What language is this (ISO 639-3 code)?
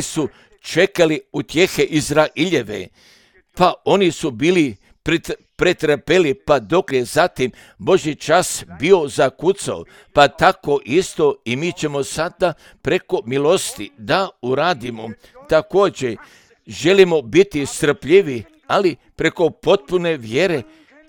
hrv